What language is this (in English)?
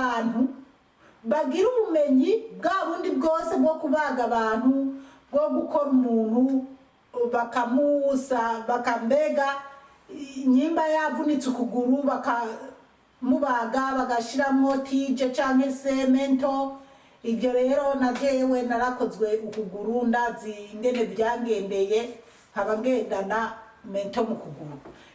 Rundi